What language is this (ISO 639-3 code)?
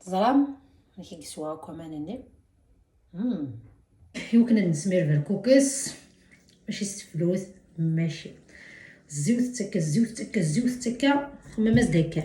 kab